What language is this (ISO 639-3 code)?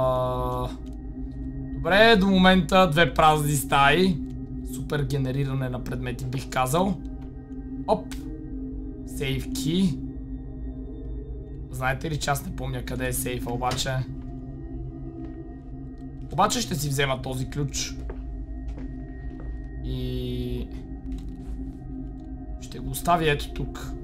bul